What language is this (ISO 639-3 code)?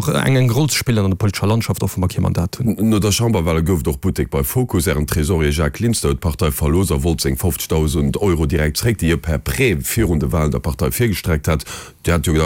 ltz